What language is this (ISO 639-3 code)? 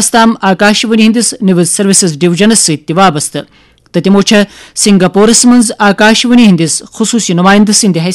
kas